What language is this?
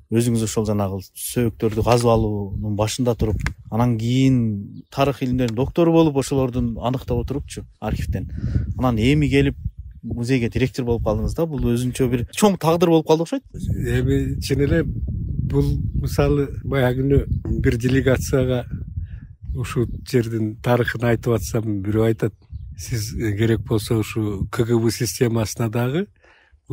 Kyrgyz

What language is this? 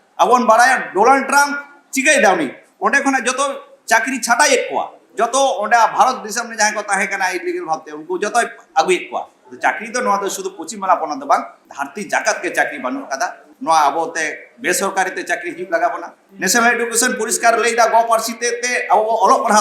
Santali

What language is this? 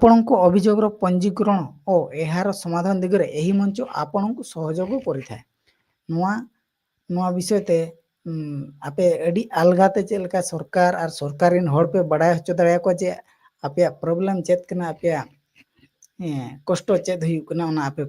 Santali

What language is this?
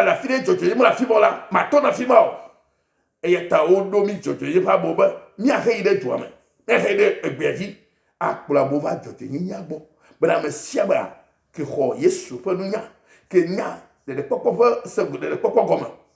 Ewe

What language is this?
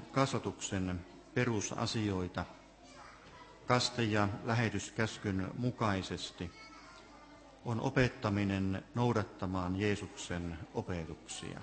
Finnish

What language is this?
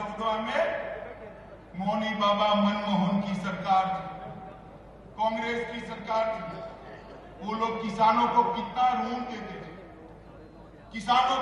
Hindi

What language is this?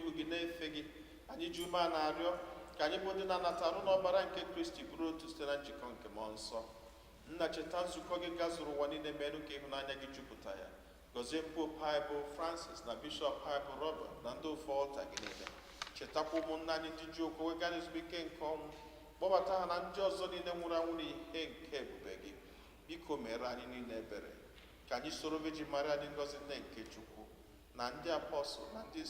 Igbo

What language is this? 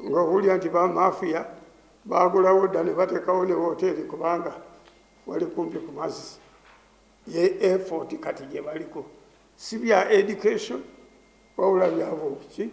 Ganda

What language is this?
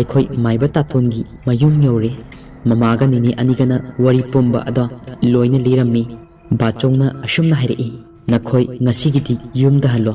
Manipuri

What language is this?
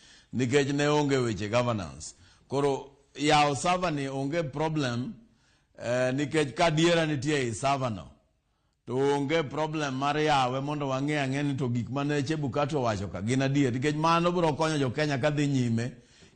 Luo (Kenya and Tanzania)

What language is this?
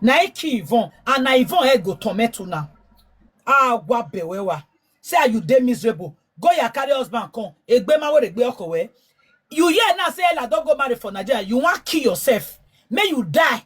Nigerian Pidgin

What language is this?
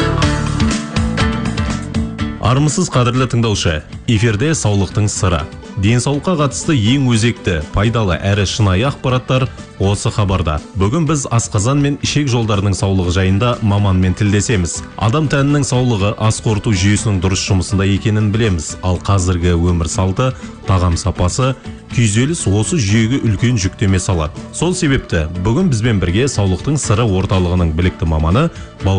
Kazakh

